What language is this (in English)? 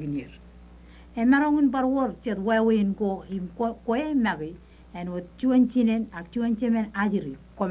Marshallese